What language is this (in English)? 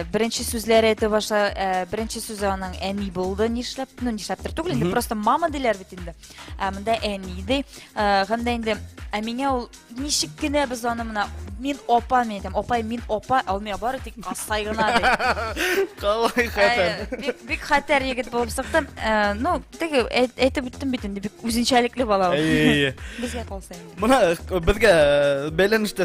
Bashkir